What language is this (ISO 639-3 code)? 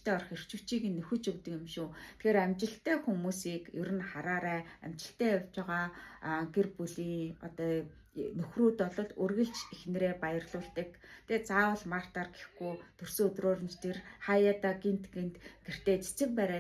mon